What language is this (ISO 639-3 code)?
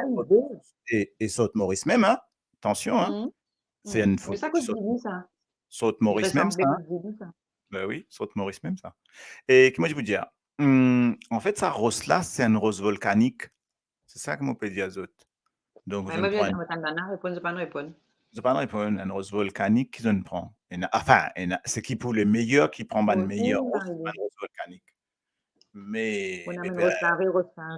mfe